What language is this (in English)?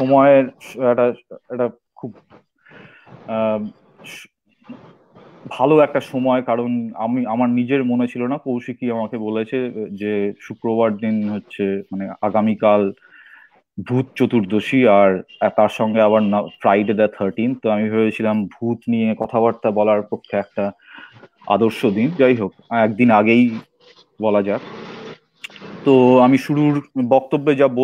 Bangla